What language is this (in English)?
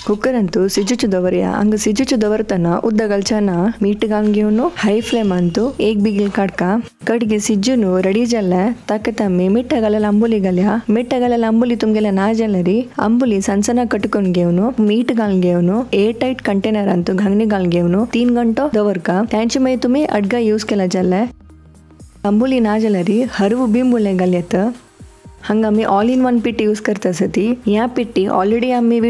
Konkani